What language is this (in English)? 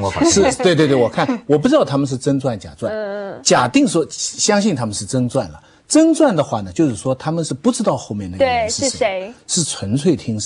Chinese